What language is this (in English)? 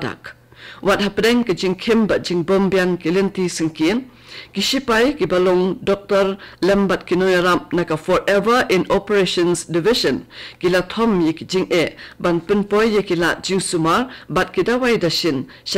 Khasi